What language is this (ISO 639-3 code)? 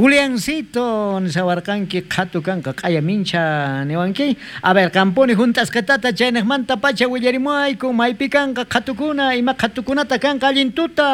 quh